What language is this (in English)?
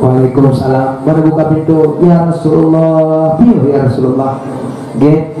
Achinese